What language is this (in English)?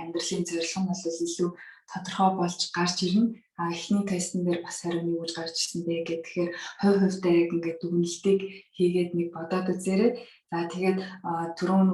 Mongolian